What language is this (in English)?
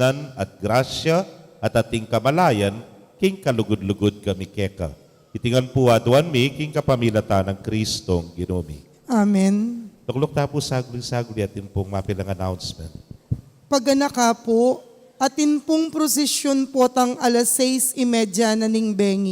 Pampanga